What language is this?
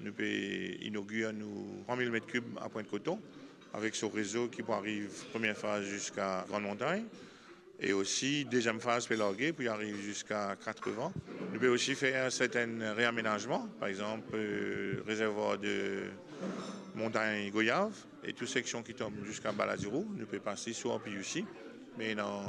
Morisyen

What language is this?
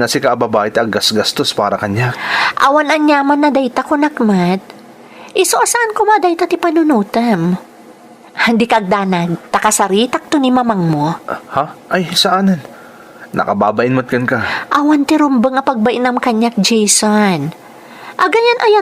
Iloko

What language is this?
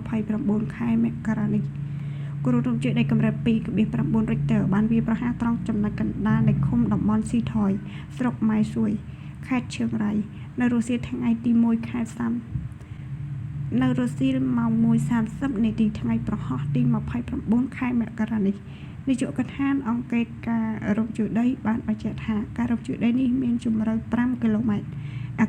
Khmer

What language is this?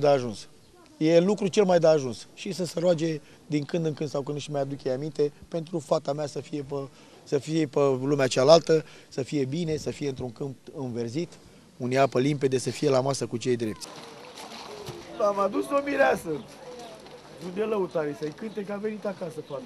Romanian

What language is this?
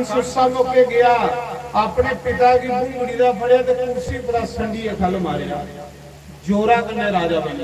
Dogri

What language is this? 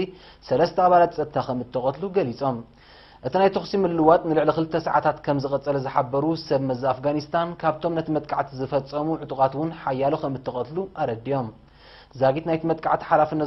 Tigrinya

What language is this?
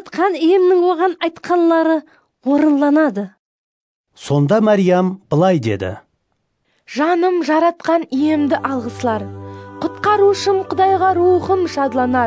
Kara-Kalpak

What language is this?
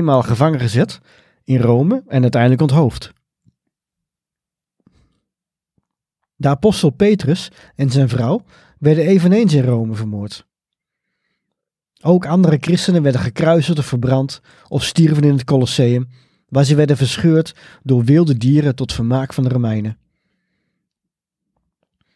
Dutch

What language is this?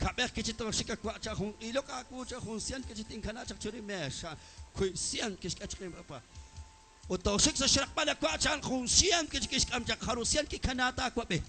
Kekchí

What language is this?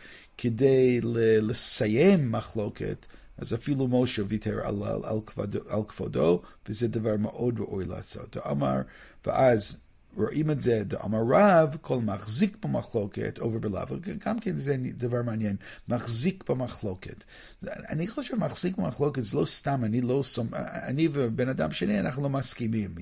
Hebrew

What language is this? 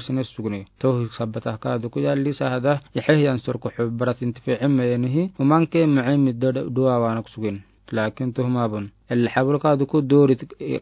Afar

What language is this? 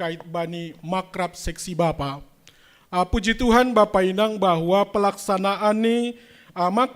Batak Simalungun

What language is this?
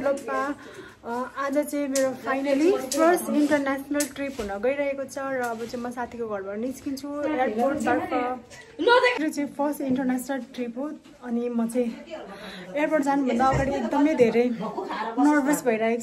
Nepali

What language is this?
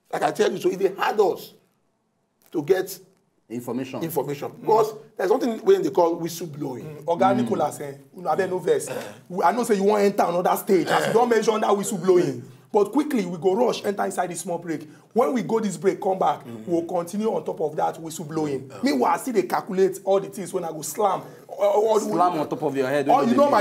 Nigerian Pidgin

